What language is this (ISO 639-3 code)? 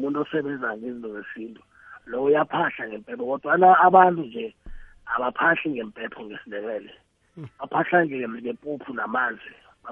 nbl